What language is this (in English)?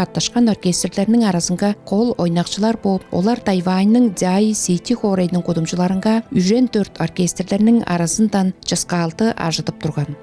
Tuvinian